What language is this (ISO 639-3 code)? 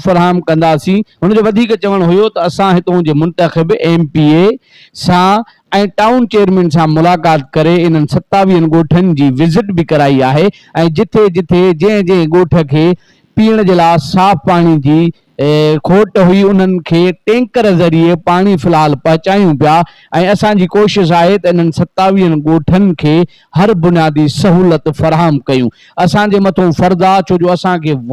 snd